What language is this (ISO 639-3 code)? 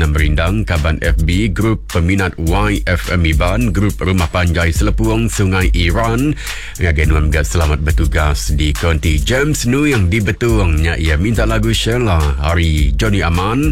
iba